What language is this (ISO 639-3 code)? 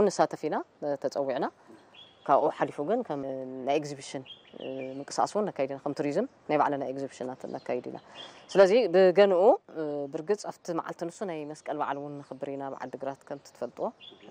tir